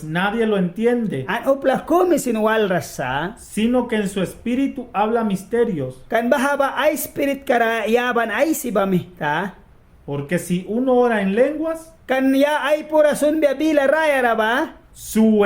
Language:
Mískito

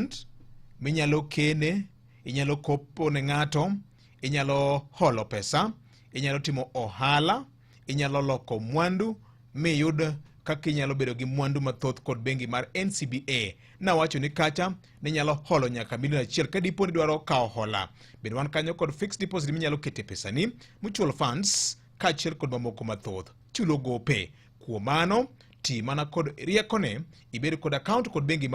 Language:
Luo (Kenya and Tanzania)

